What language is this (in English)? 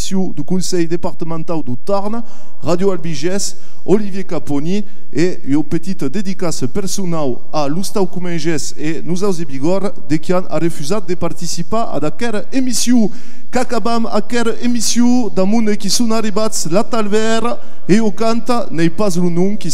Occitan